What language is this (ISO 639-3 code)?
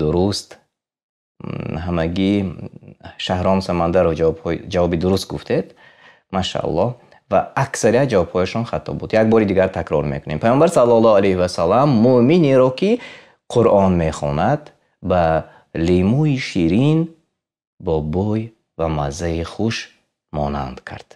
tgk